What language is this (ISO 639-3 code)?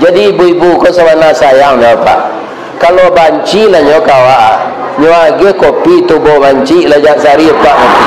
min